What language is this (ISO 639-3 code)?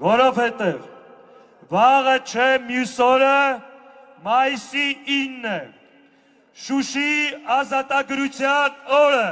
hye